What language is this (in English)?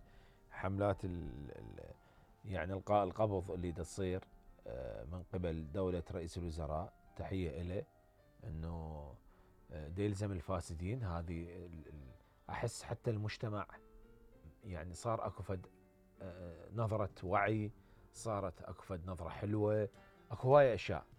Mesopotamian Arabic